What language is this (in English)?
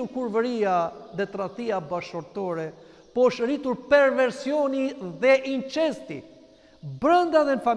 Albanian